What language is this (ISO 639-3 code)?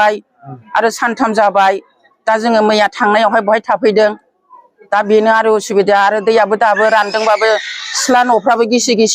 brx